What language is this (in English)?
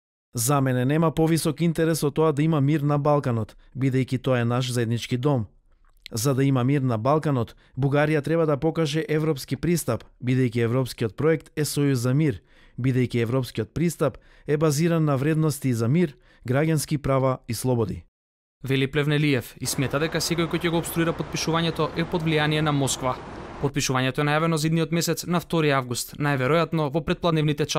Macedonian